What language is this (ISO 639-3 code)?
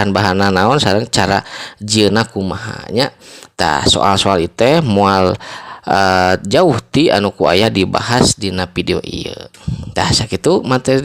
sun